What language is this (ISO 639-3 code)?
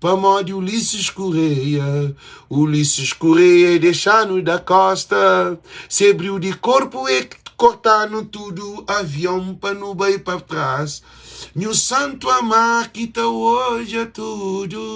kea